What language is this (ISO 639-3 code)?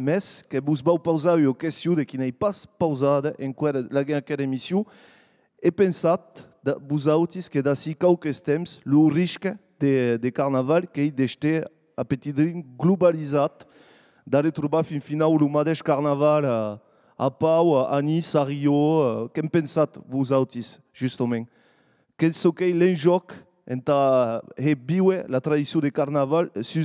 oci